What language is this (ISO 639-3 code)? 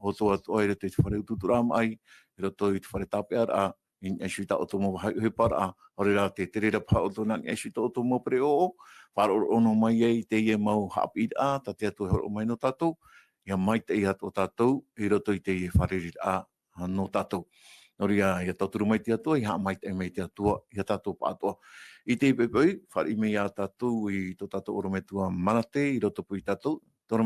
tah